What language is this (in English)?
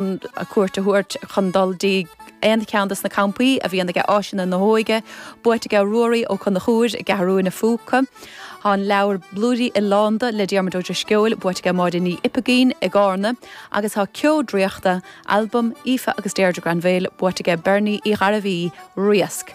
Irish